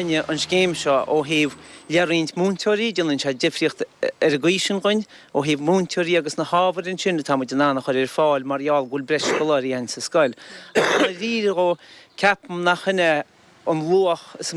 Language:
Irish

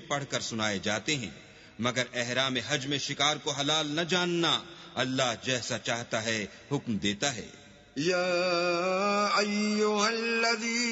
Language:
Urdu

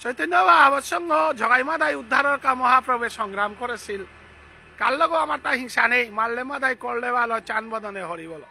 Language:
Bishnupriya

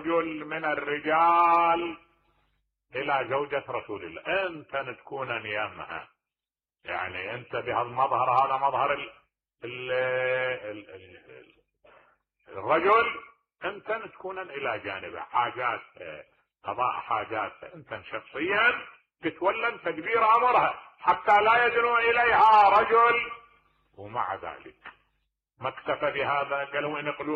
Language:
Mesopotamian Arabic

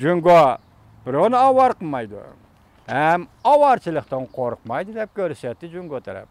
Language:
Uyghur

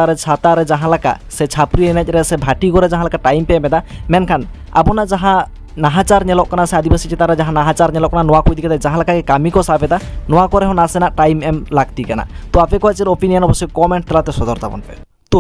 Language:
Santali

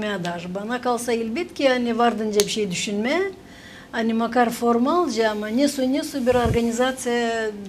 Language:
Gagauz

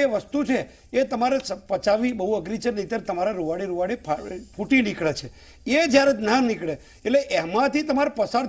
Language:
Gujarati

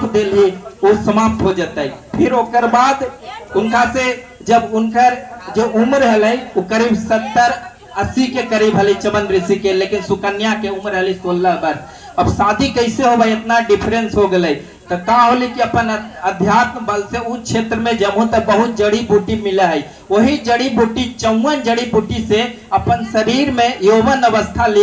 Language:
Magahi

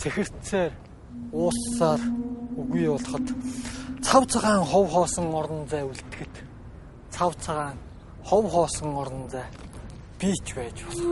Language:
Mongolian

